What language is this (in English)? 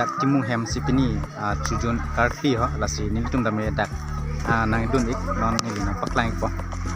Karbi